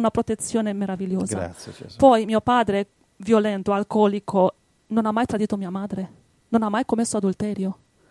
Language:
Italian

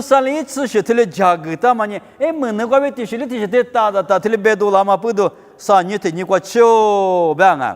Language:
Lisu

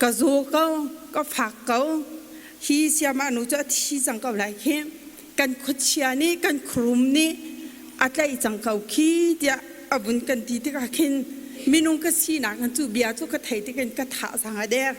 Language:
Hakha Chin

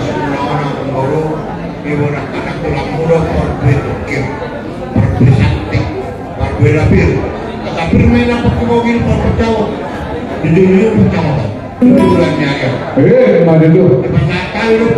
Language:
Batak Toba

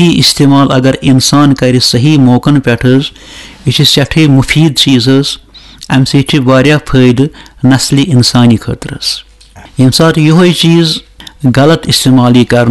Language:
Kashmiri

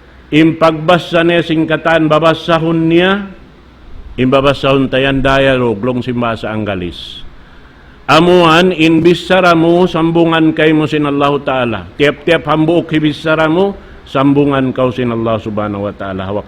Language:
Tausug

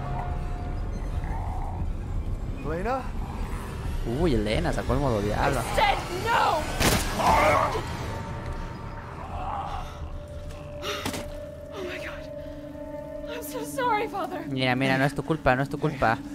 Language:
Spanish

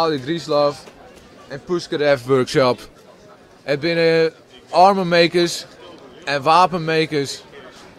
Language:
Western Frisian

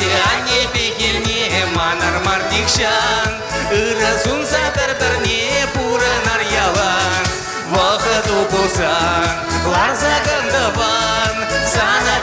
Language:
Chuvash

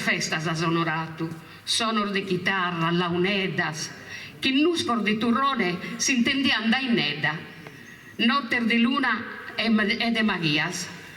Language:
Sardinian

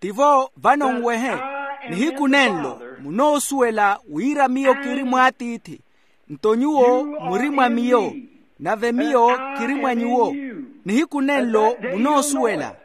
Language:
Makhuwa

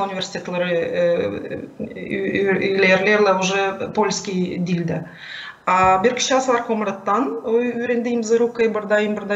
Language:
Gagauz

